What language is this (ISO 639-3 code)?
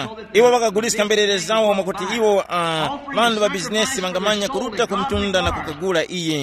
tum